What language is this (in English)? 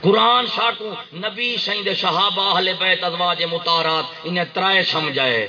Saraiki